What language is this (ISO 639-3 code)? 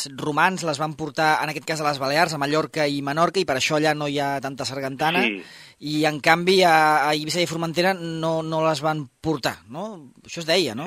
cat